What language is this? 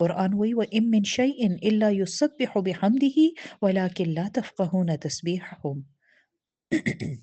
Pashto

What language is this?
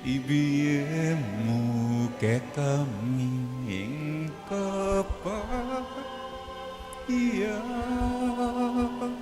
Pampanga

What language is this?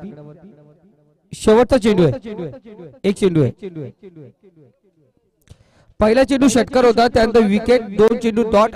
Marathi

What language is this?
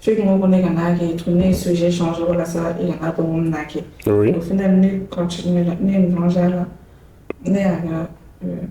Bambara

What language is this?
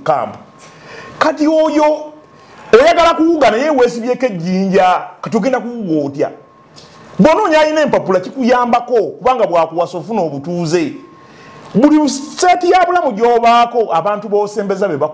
Ganda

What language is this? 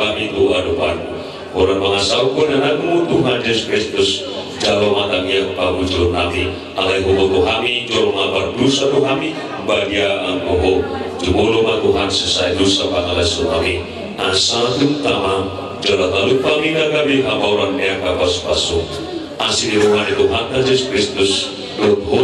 Batak Toba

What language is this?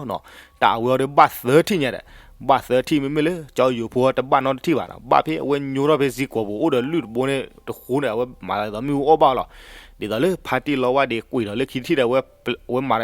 S'gaw Karen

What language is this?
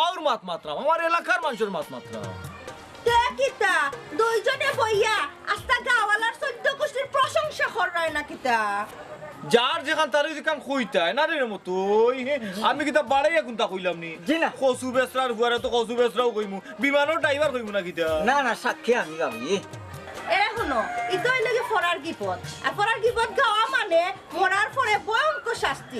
Sylheti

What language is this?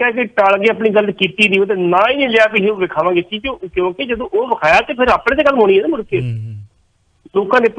Punjabi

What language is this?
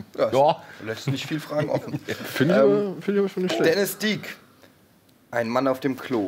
German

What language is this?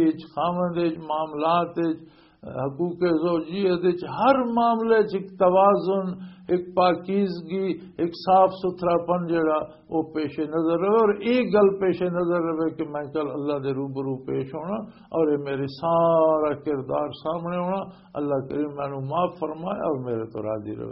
Western Panjabi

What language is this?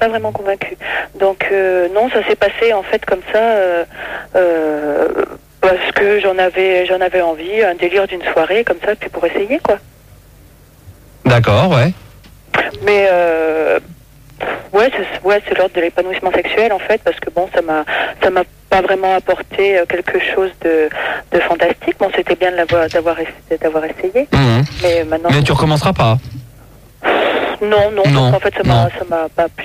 French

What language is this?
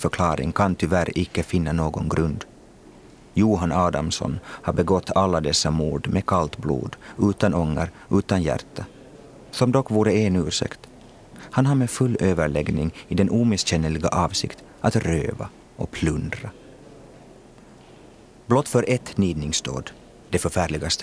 Swedish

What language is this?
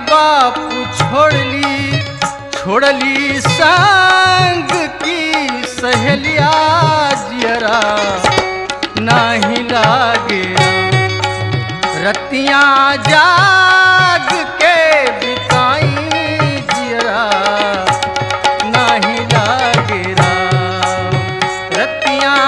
Bhojpuri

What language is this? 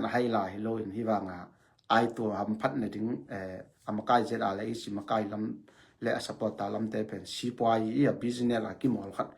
Tedim Chin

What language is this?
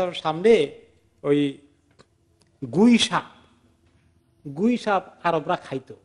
Bangla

